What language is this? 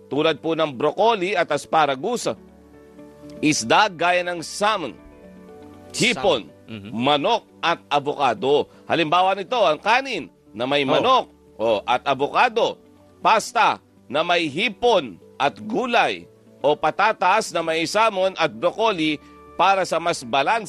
Filipino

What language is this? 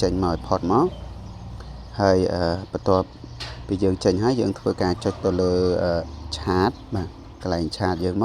Khmer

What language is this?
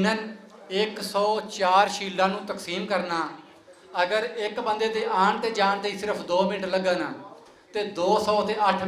Western Panjabi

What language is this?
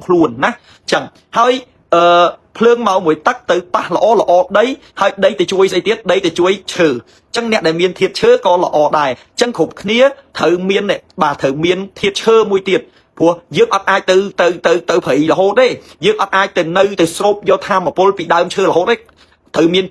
Khmer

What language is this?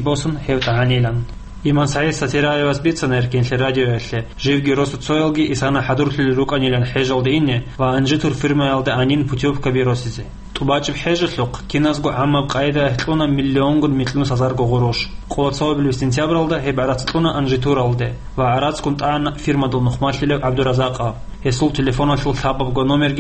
Avaric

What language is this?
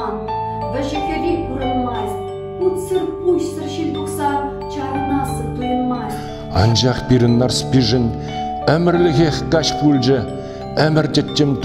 Chuvash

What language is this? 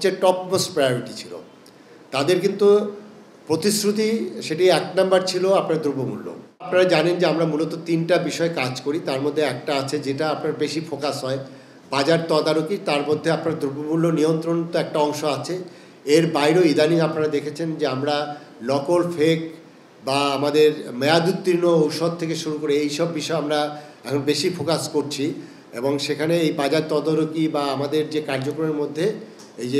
Bangla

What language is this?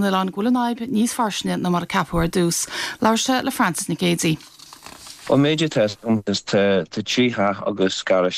Irish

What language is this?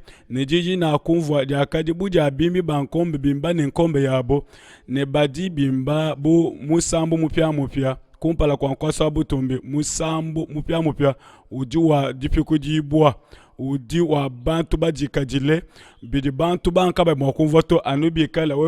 Luba-Lulua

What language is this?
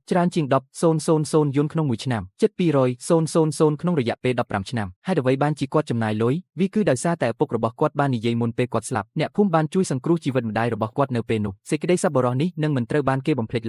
Khmer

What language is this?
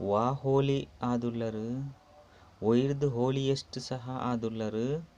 Tulu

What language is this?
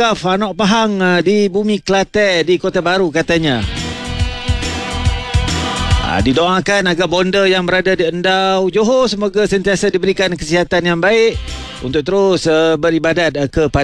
Malay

